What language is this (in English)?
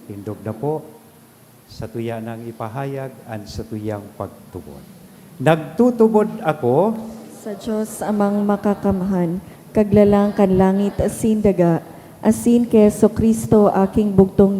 Bikol